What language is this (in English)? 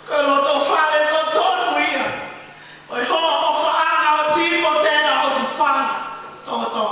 Tongan